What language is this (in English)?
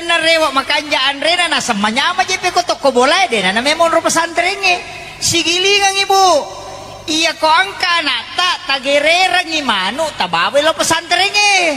Buginese